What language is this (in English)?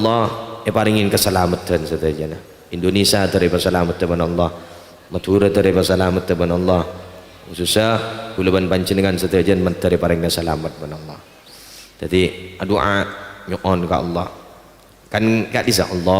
Madurese